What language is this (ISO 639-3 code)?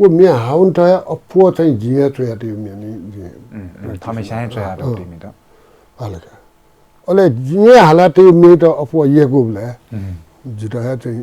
new